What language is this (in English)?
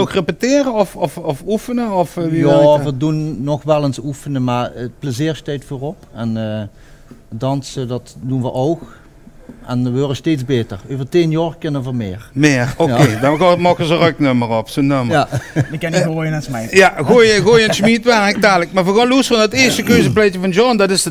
Limburgish